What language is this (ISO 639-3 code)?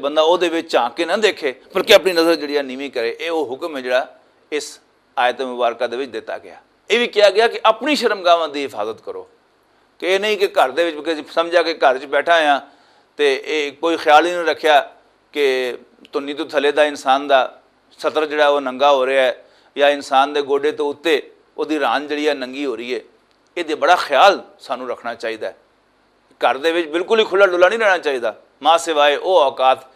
lah